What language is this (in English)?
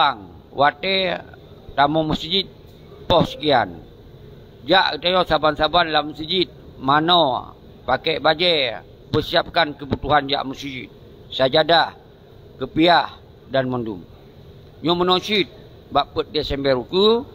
Achinese